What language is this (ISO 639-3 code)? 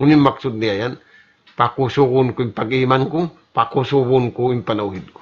tsg